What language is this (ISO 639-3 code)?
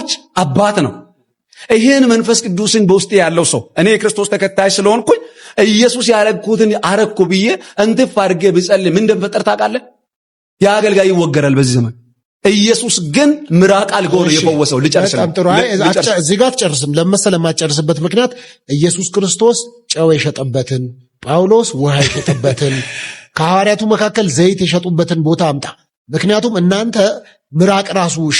amh